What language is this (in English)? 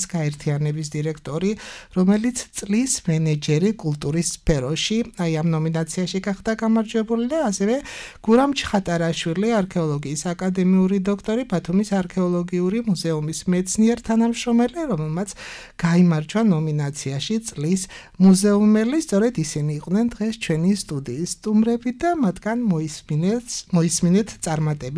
Georgian